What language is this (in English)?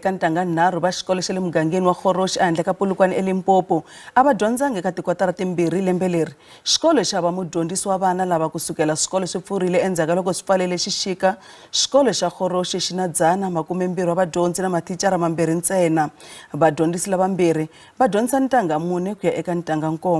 Tsonga